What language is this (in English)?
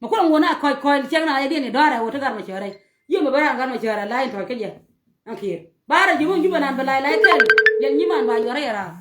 Nuer